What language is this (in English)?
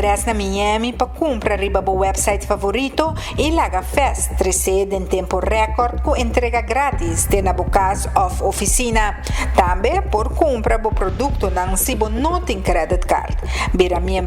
Papiamento